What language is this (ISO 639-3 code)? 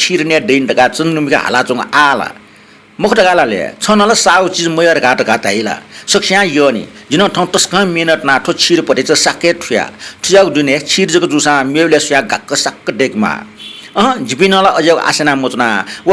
new